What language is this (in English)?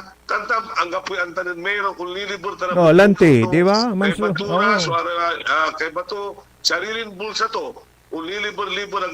Pangasinan